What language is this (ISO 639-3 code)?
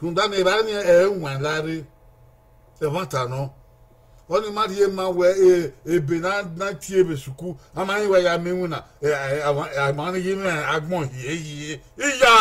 bin